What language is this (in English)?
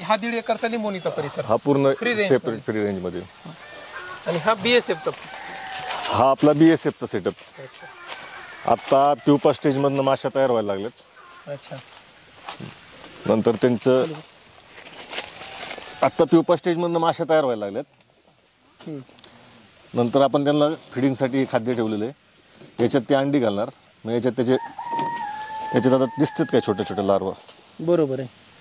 Marathi